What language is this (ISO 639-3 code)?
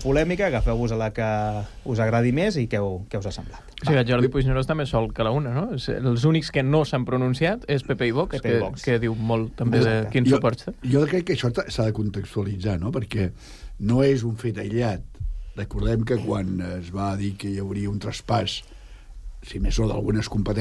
cat